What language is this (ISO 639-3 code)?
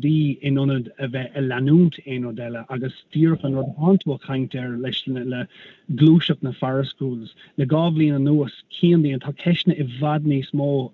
gle